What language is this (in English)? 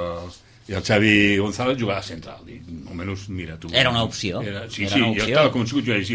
Catalan